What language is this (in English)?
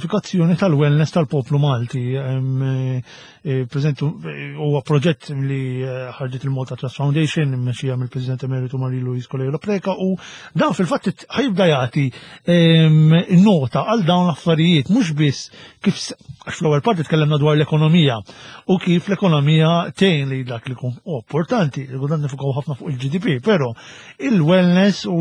Maltese